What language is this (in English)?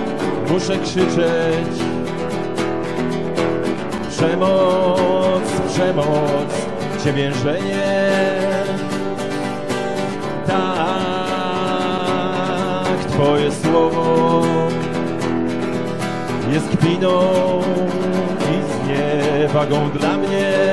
Polish